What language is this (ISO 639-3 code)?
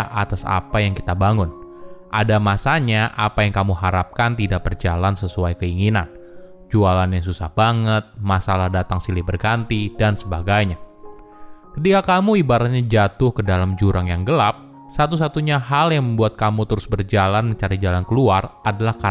ind